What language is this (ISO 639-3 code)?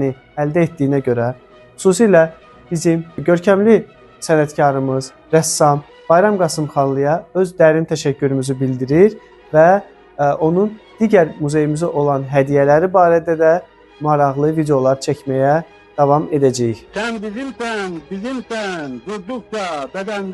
aze